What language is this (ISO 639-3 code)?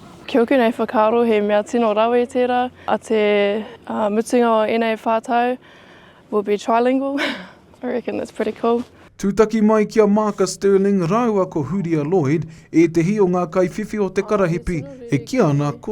mri